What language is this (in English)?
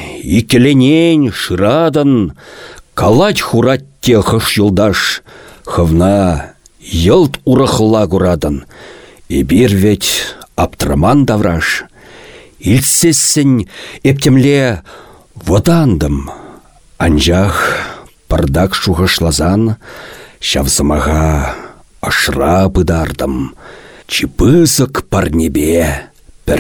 Chuvash